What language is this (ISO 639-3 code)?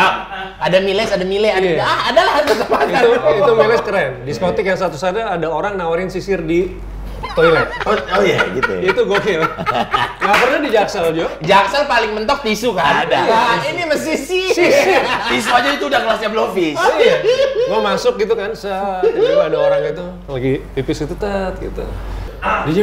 ind